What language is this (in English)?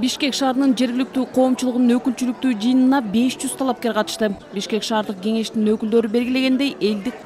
Kyrgyz